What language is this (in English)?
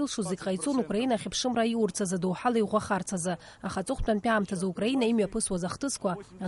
Abkhazian